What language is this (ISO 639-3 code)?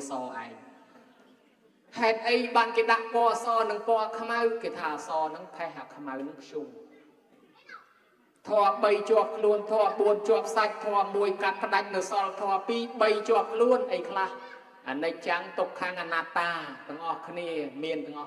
khm